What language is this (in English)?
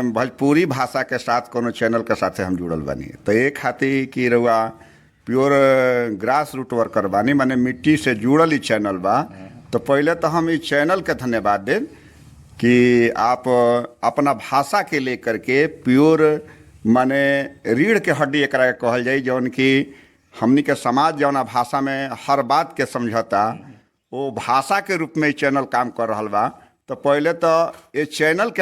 Bhojpuri